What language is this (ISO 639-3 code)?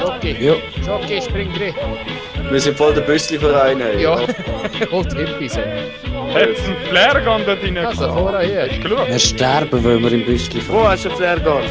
gsw